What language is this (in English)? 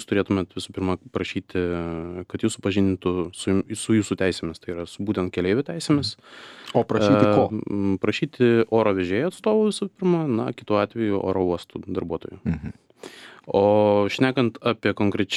Lithuanian